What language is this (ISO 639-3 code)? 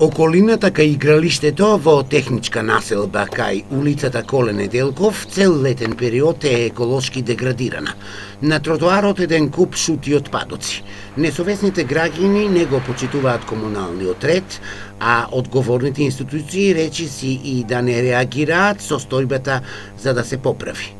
mkd